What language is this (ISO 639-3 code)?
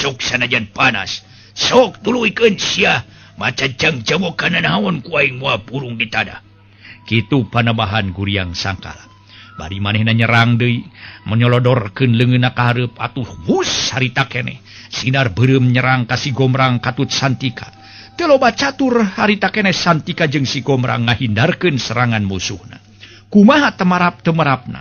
sun